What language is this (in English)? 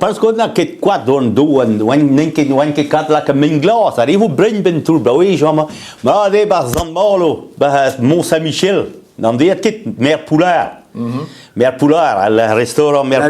Breton